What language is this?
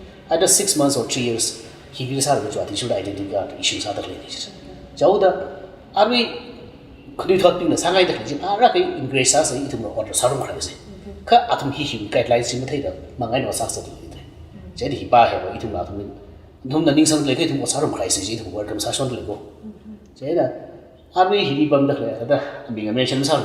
Tangkhul Naga (India)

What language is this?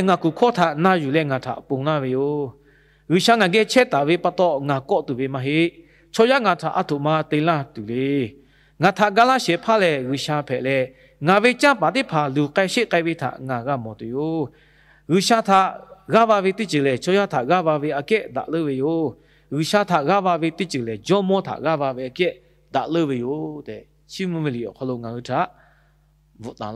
Lahu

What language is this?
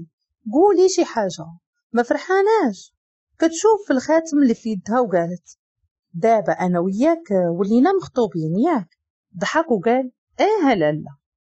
Moroccan Arabic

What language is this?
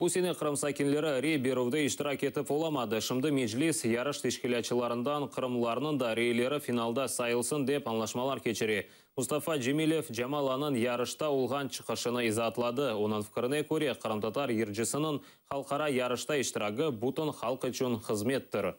Crimean Tatar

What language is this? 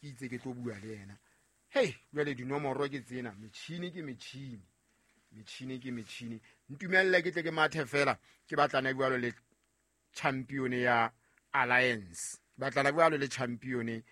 Southern Sotho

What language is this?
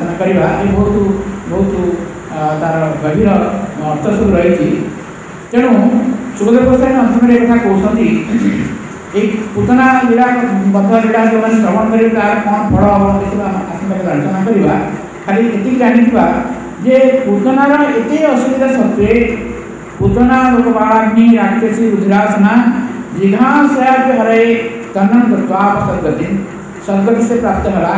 Odia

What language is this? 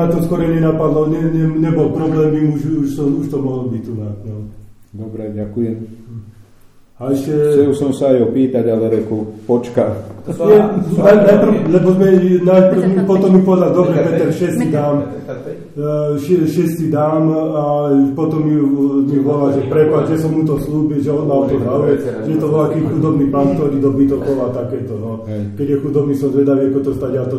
Slovak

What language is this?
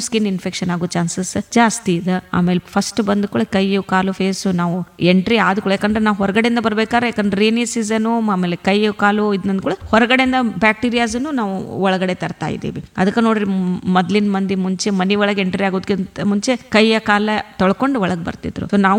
Kannada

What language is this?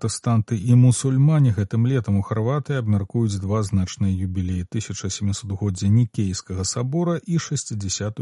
Belarusian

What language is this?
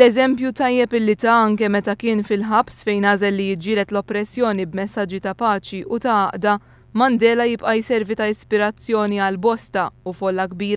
Maltese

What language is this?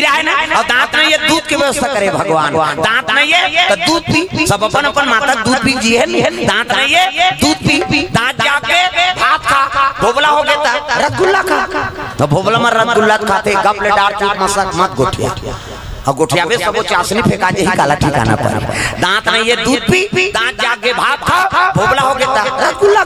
Chhattisgarhi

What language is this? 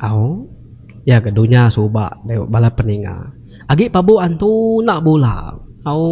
Iban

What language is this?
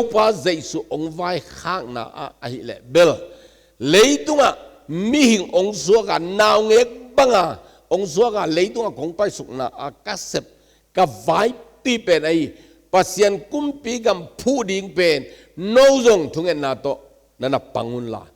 Tedim Chin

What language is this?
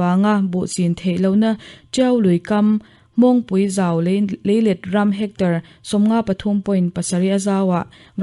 Mizo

